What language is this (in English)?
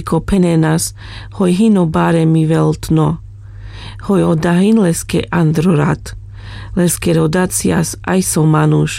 Carpathian Romani